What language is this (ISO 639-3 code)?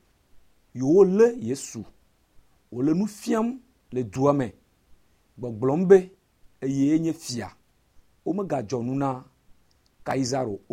ewe